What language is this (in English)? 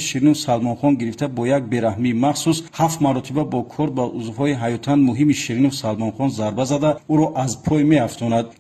Tajik